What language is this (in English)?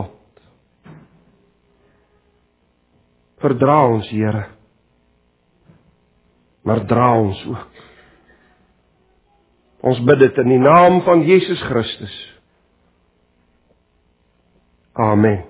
Afrikaans